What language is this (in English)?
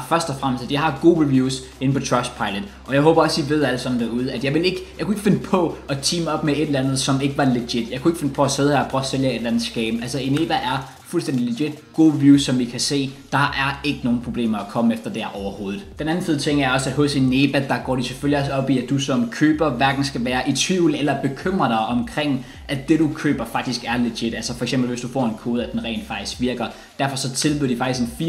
Danish